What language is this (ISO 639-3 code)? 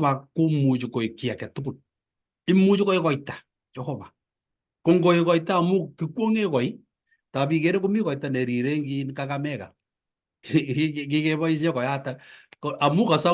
kln